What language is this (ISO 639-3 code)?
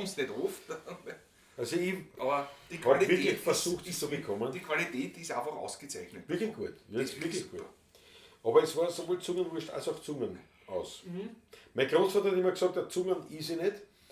bar